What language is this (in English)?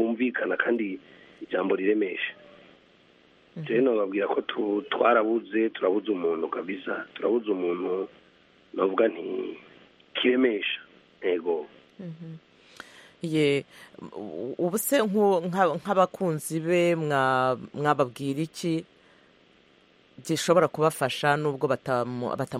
Kinyarwanda